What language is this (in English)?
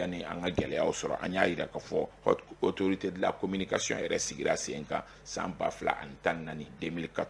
Bambara